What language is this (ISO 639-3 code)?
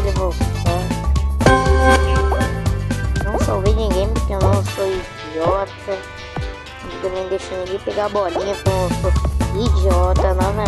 por